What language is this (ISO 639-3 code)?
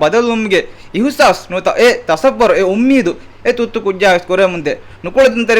div